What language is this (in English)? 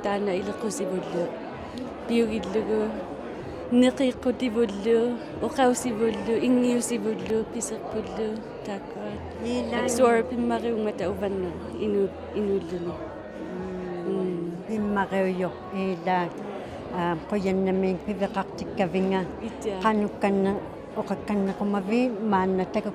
Inuktitut